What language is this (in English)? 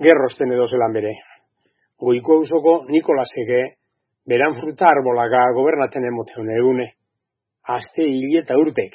Basque